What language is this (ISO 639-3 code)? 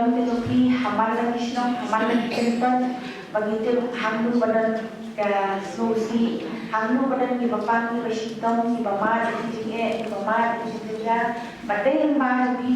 kha